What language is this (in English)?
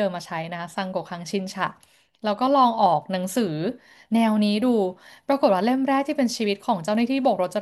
Thai